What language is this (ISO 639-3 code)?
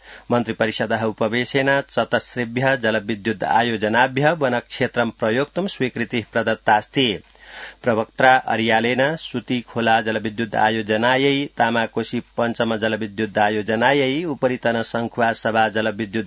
san